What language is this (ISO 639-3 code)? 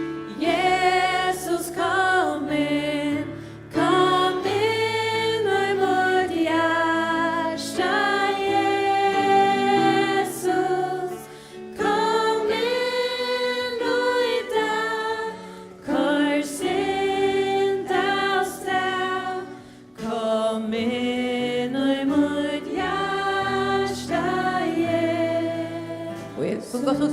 fao